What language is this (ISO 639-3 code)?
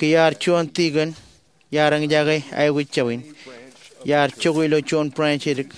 mah